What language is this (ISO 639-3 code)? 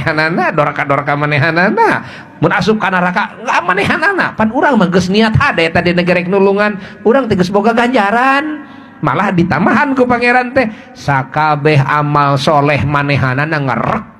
sun